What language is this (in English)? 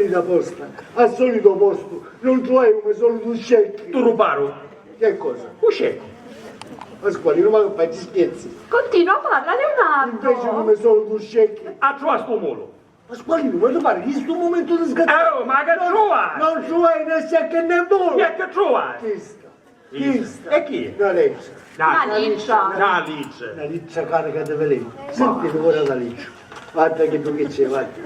Sicilian